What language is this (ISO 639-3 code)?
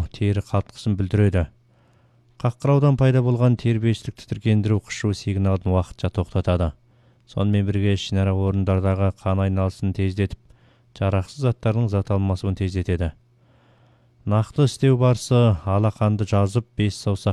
kaz